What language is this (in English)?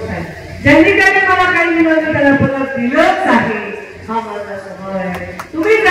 Marathi